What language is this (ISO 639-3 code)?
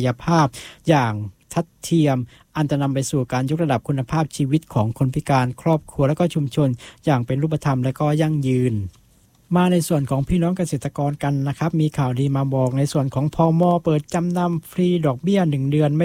tha